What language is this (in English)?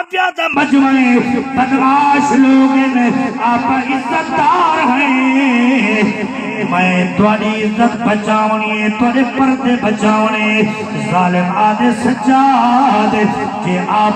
Saraiki